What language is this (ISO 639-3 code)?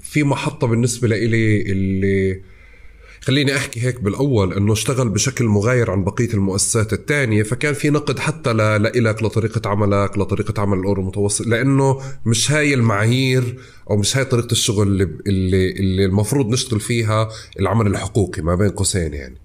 apc